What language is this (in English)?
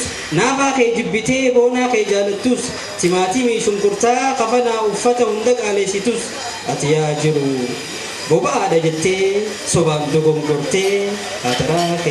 Oromo